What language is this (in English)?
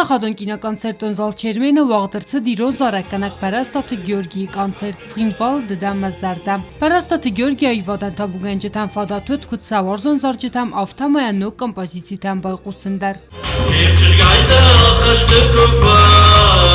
Ossetic